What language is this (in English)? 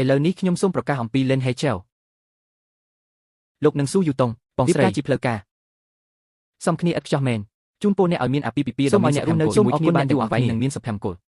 Khmer